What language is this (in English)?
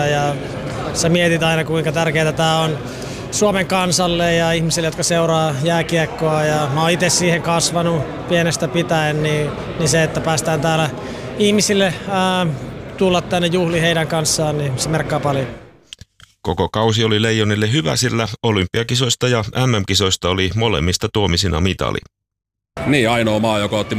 Finnish